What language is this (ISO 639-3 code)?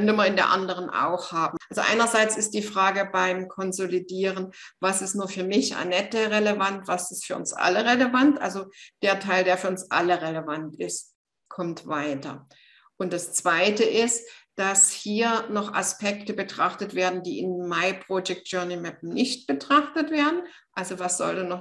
deu